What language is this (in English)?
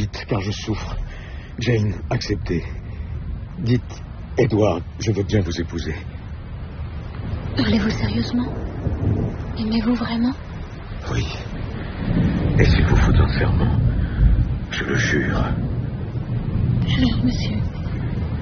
French